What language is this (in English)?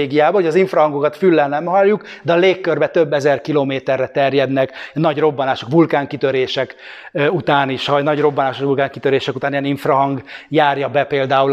Hungarian